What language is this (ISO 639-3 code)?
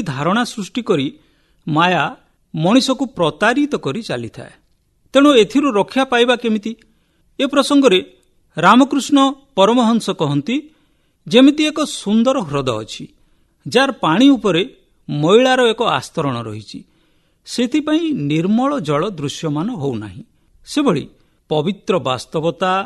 ori